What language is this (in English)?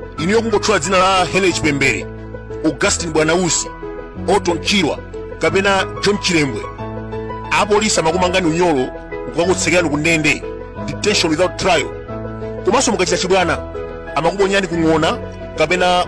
Nyanja